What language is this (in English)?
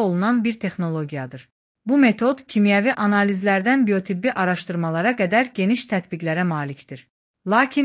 Azerbaijani